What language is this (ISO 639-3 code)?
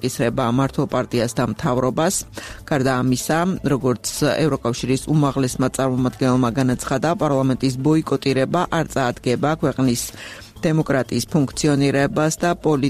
kat